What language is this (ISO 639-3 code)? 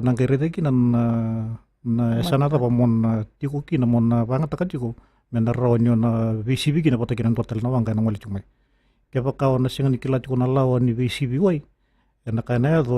fij